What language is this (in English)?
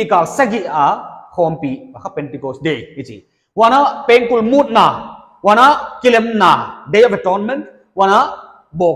Paite Chin